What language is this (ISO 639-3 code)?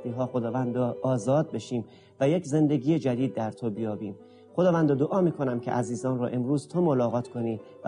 fas